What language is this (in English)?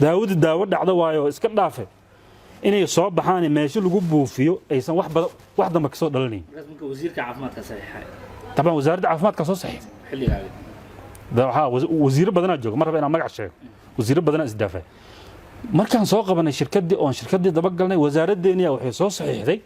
Somali